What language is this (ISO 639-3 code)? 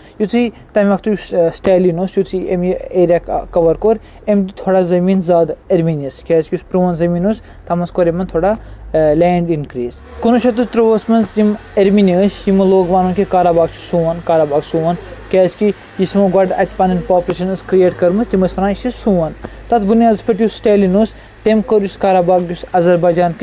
kas